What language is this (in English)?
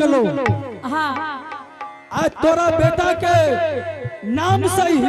Angika